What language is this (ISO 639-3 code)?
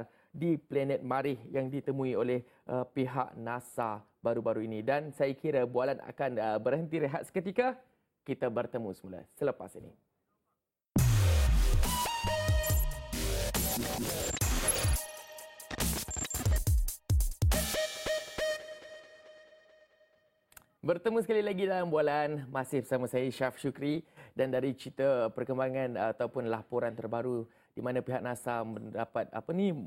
msa